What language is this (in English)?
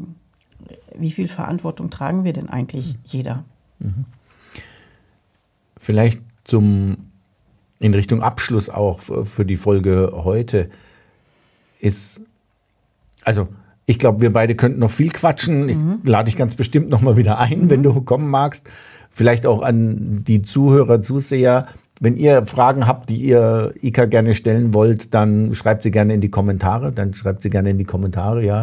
German